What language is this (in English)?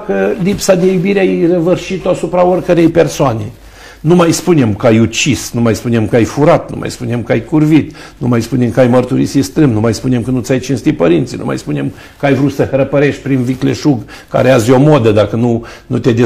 Romanian